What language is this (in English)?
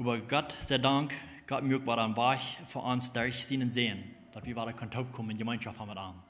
Plautdietsch